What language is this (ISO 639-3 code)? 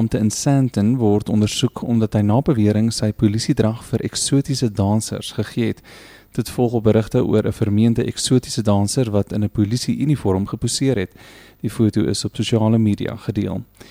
afr